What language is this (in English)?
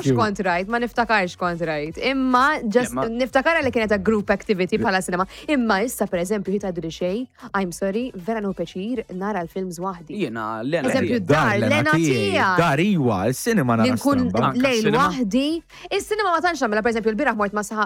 Maltese